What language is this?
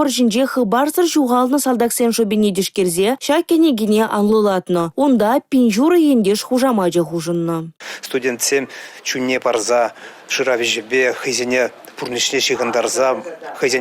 Chuvash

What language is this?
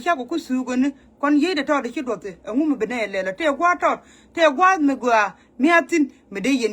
Nuer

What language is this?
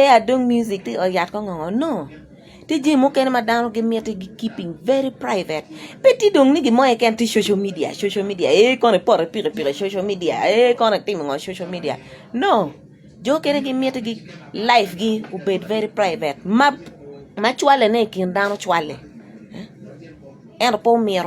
Acoli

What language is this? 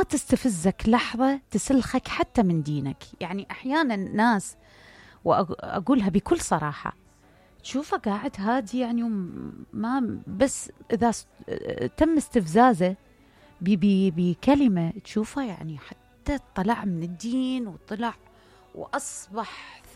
Mesopotamian Arabic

